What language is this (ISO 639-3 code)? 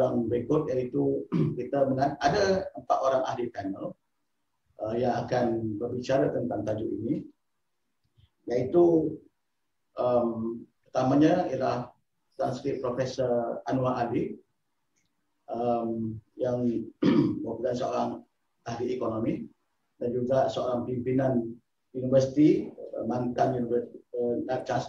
msa